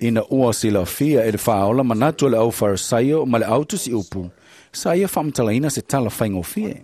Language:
Samoan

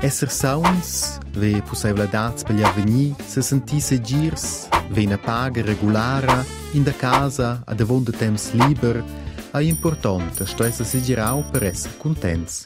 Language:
Romansh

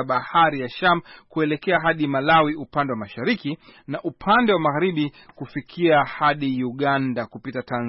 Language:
Swahili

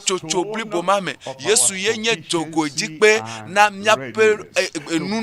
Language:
Ewe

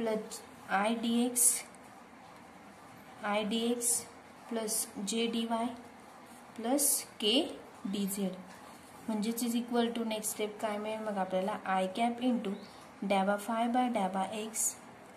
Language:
Marathi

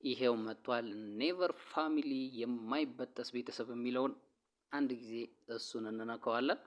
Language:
Amharic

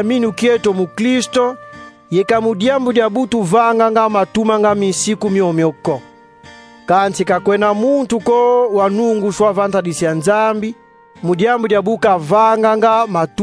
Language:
Kongo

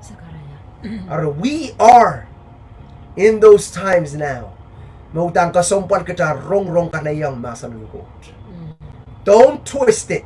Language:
Pohnpeian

